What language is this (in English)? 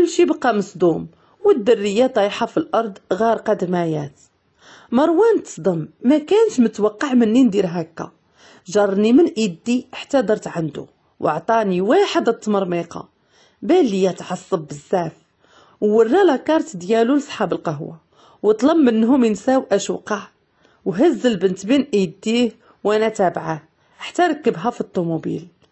Moroccan Arabic